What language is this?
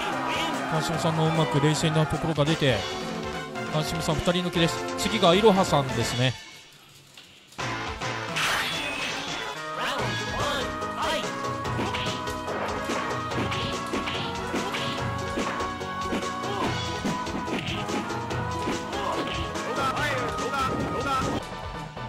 Japanese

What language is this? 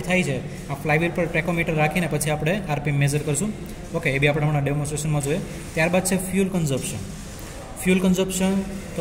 Gujarati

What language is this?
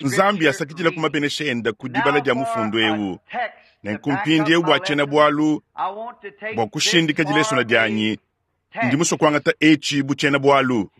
Luba-Lulua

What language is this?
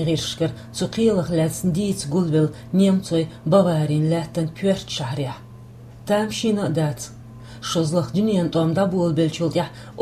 Chechen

